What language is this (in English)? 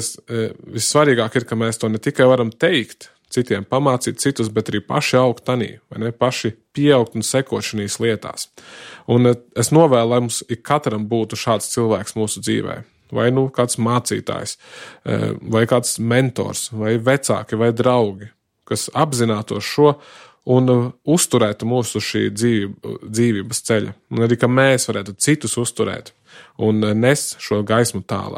Latvian